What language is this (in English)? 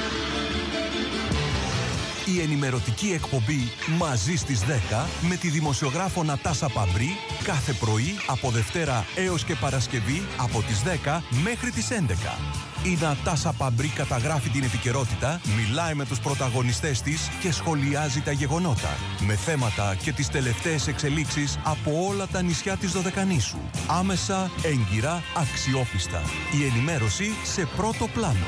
Greek